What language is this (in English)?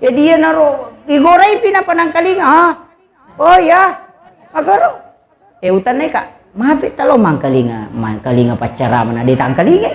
Buginese